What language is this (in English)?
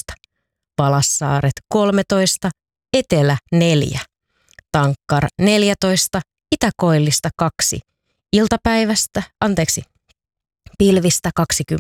Finnish